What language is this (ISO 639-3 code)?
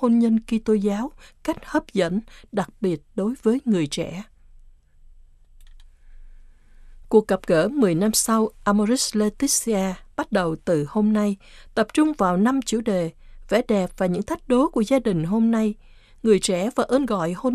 vie